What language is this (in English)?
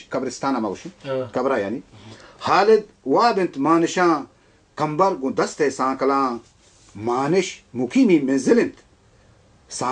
Baluchi